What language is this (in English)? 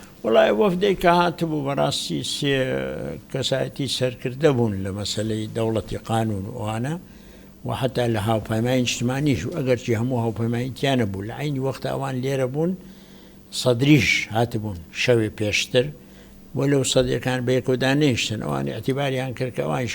Central Kurdish